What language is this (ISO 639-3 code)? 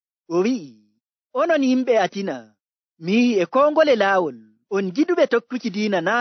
fuv